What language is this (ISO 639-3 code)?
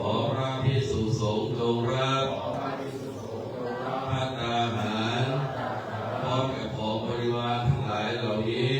pli